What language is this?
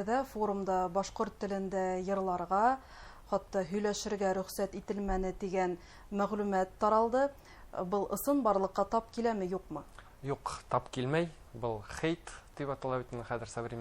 Bashkir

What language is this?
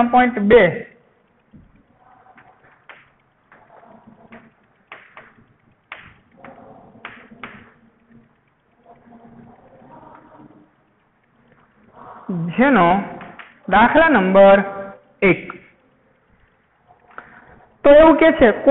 Gujarati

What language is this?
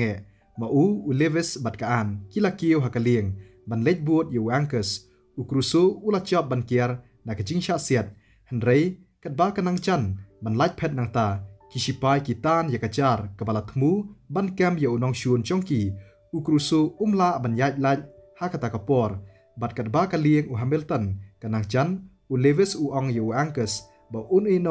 Khasi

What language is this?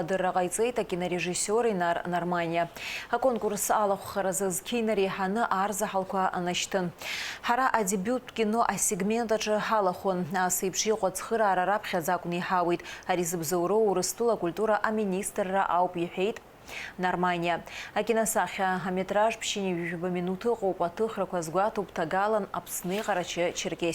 Abkhazian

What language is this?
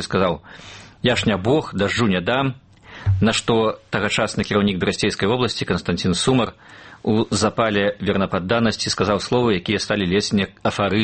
Belarusian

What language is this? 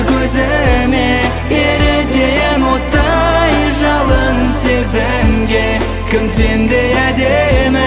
Kazakh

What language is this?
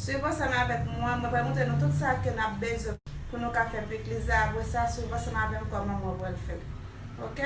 Haitian Creole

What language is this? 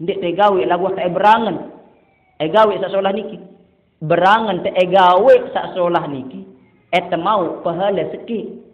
Sasak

